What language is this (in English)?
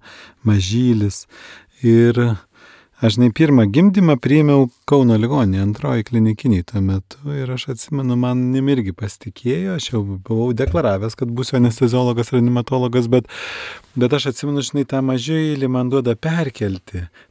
Lithuanian